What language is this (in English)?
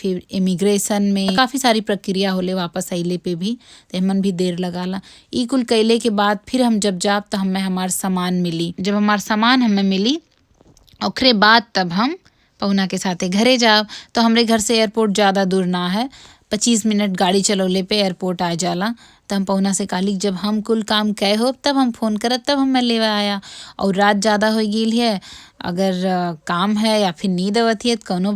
Bhojpuri